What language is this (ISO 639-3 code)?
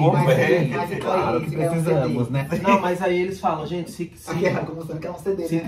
por